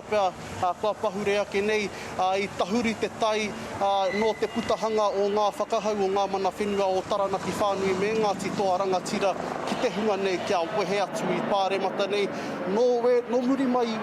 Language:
Māori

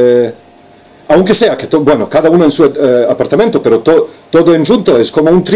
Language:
Ladino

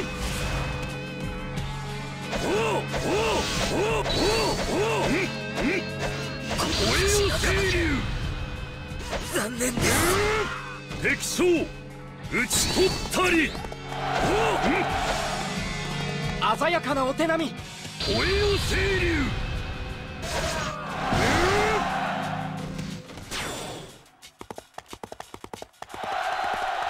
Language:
Japanese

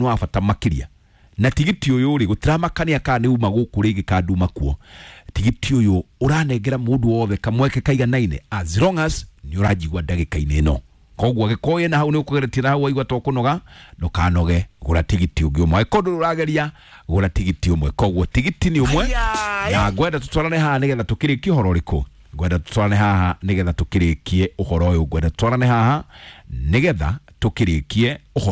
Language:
Kikuyu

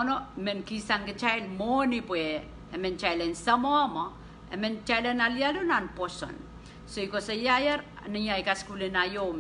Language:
Pohnpeian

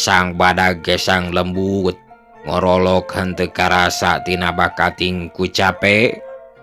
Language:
Sundanese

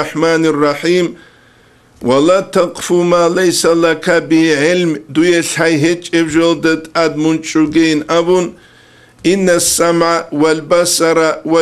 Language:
Avaric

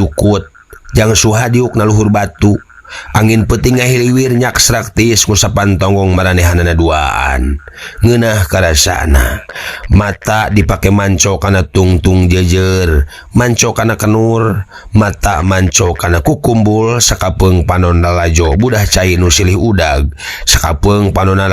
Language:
Sundanese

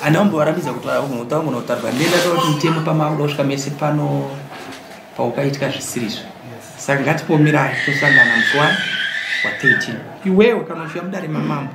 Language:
Shona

